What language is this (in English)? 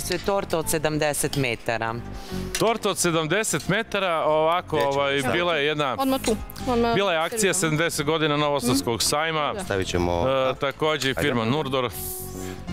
Serbian